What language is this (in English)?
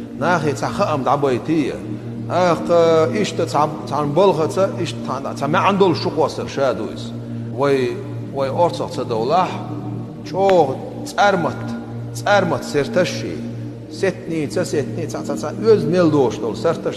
Chechen